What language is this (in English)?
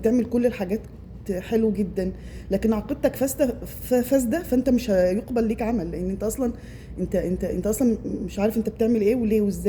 Egyptian Arabic